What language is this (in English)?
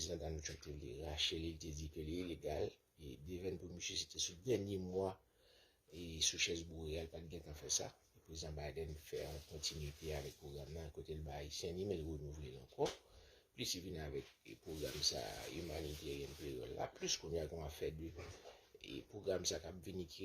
Haitian Creole